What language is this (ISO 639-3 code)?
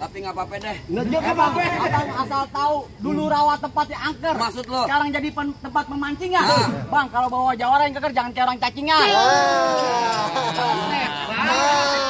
bew